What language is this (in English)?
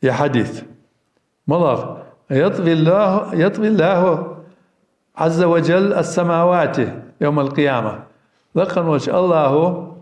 Ingush